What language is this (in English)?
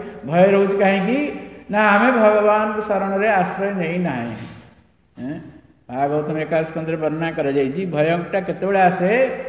Odia